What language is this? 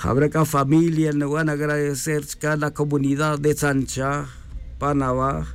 Tz'utujil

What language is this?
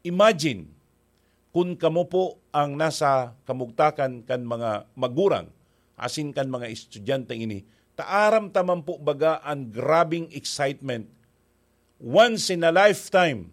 Bikol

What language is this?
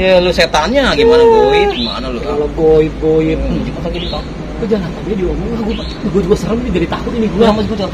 Betawi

